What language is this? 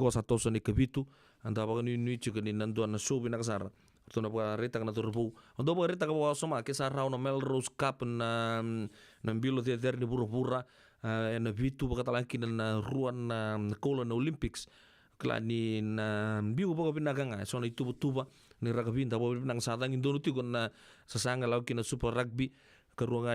Fijian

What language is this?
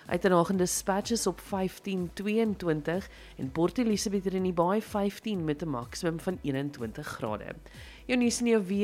Afrikaans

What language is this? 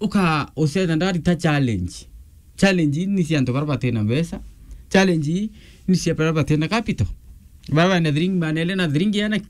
Meru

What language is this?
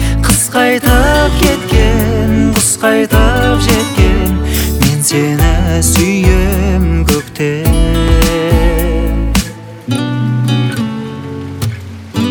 Kazakh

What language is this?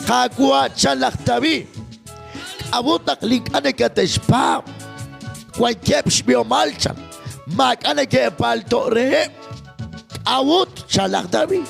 Kekchí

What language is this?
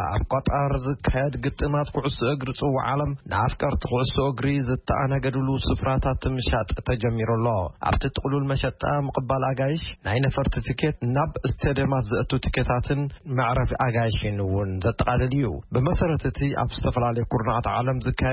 Tigrinya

